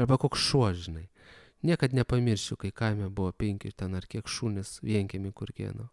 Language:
Lithuanian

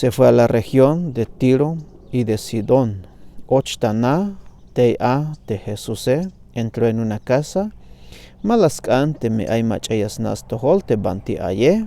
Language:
Tzeltal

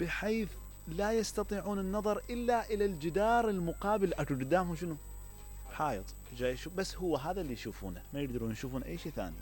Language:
Mesopotamian Arabic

